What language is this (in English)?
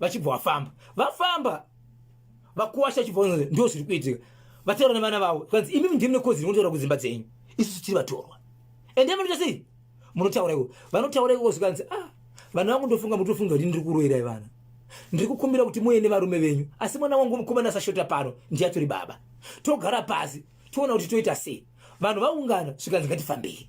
Shona